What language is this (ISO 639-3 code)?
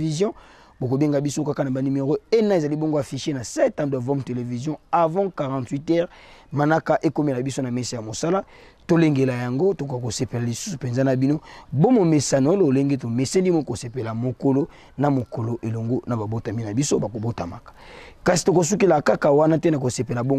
lin